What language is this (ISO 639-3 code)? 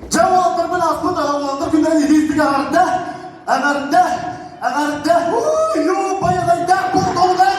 sah